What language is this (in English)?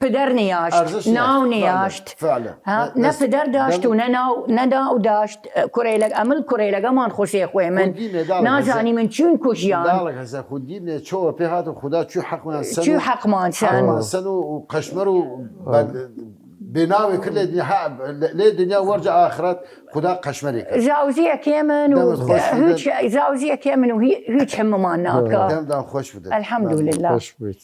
Southern Kurdish